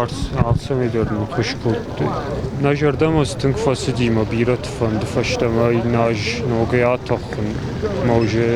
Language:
Ossetic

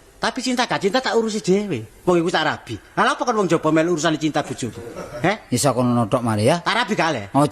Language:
Javanese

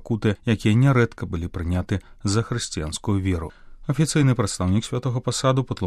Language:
Belarusian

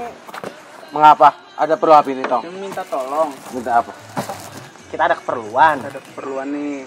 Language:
Betawi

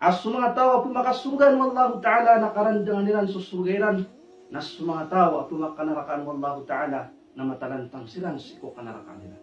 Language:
Maranao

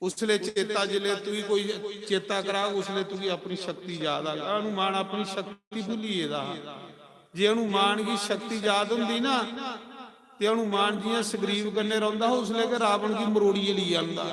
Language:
Dogri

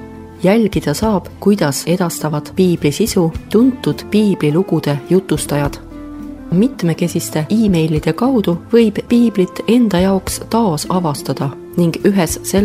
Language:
Estonian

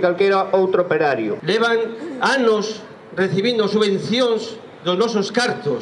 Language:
Galician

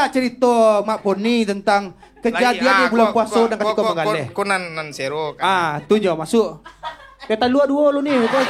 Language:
Minangkabau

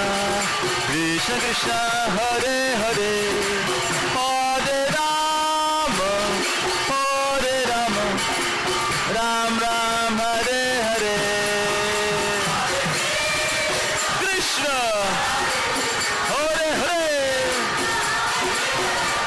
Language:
Hindi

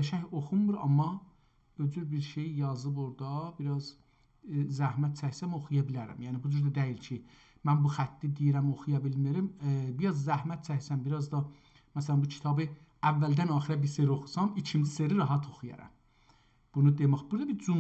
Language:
South Azerbaijani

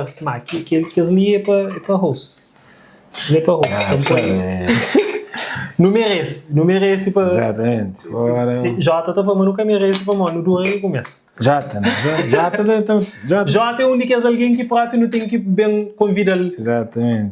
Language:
Kabuverdianu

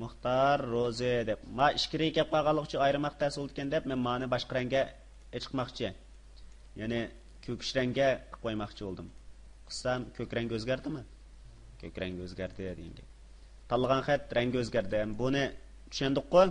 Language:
Uyghur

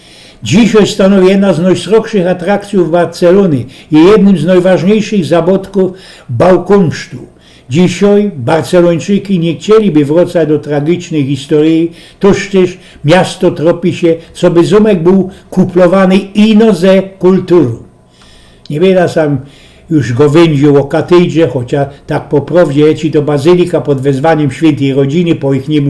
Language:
Silesian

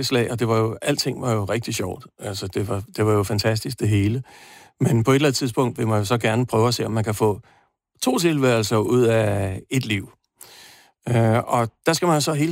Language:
Danish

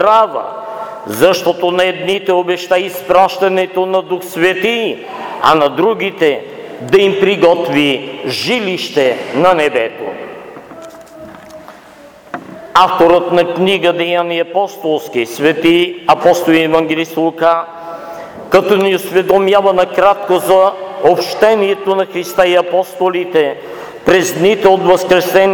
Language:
Bulgarian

